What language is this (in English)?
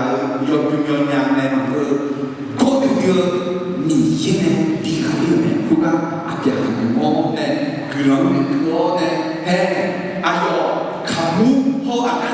Akha